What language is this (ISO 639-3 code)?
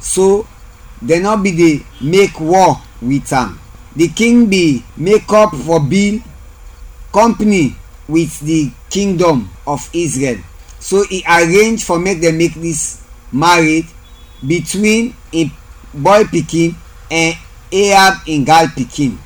kri